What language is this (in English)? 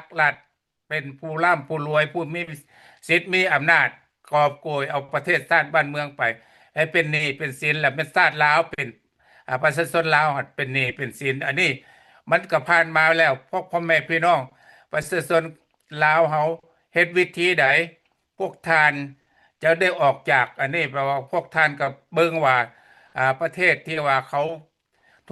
Lao